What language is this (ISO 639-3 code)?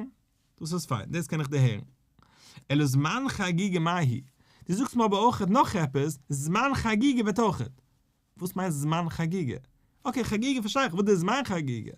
yid